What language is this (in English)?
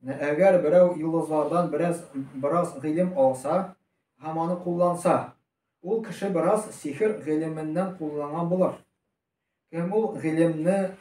Tatar